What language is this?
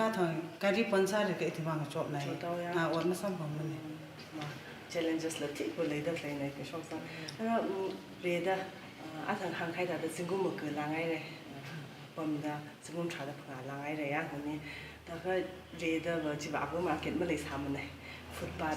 Tangkhul Naga (India)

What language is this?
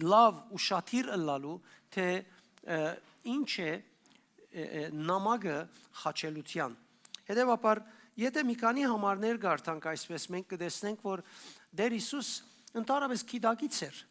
Western Armenian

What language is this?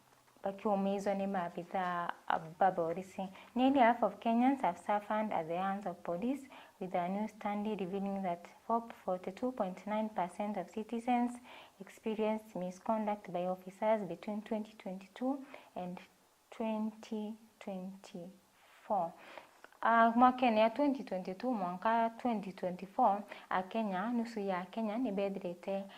Meru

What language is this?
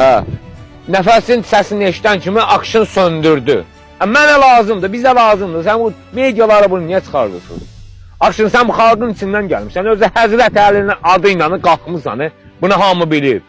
Azerbaijani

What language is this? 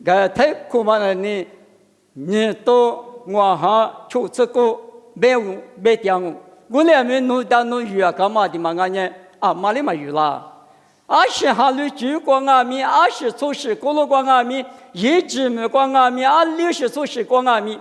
Lisu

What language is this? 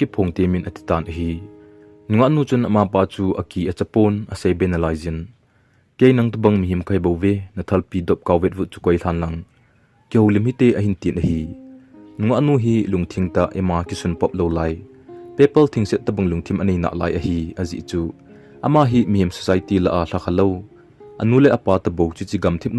Thado Chin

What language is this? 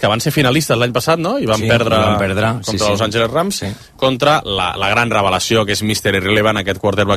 Catalan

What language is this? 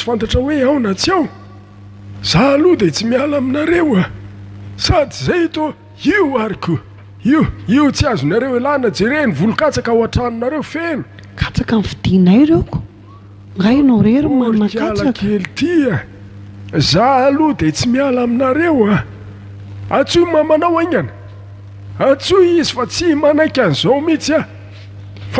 Malagasy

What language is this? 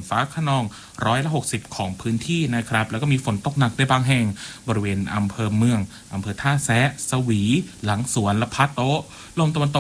Thai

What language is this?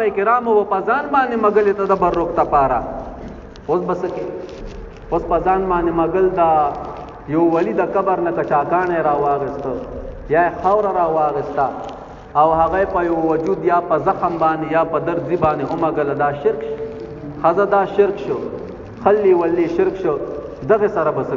Pashto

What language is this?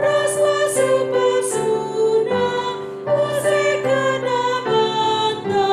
Batak Karo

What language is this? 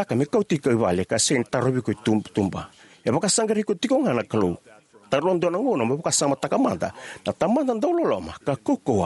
Fijian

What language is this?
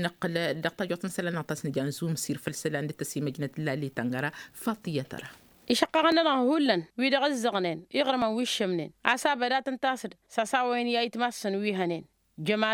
Tamasheq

